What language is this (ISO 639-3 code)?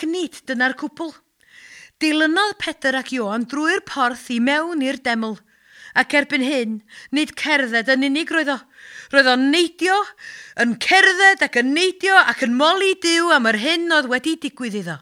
cym